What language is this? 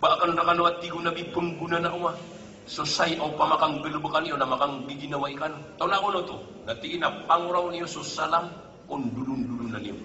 Maranao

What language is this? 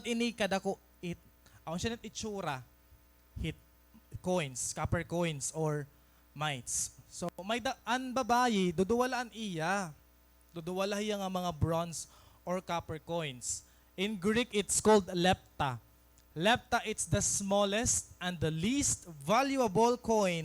Waray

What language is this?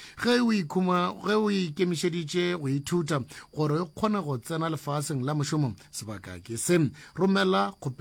Northern Sotho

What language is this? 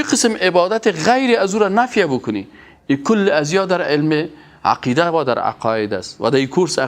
Persian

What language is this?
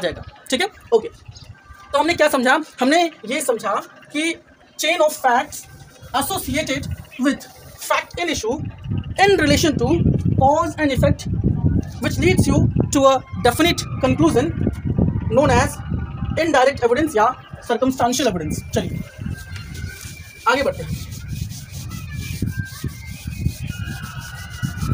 Hindi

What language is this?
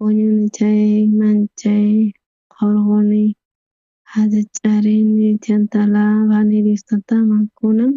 South Bolivian Quechua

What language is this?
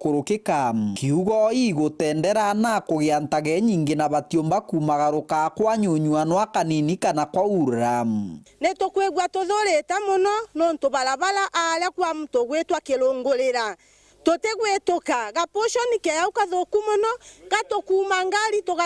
Meru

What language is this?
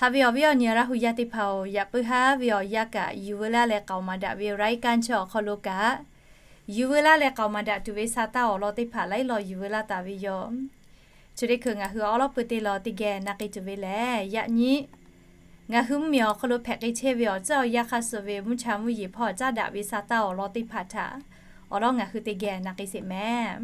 Lahu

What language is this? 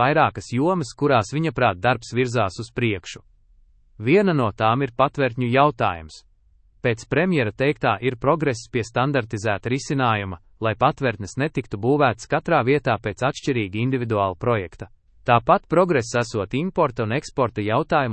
Latvian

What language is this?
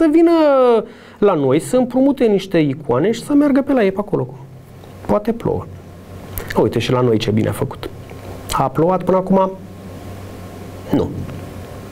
Romanian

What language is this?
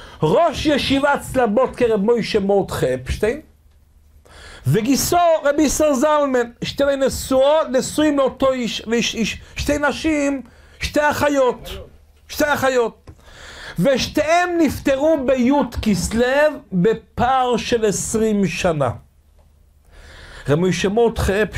Hebrew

